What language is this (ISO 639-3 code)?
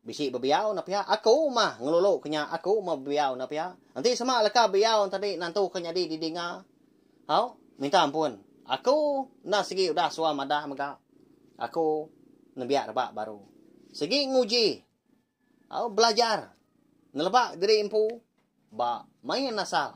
iba